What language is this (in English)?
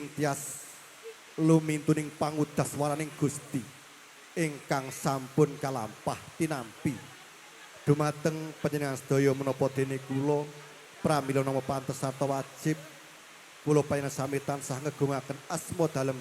Javanese